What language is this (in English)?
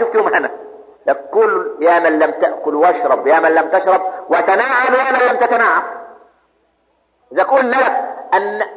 Egyptian Arabic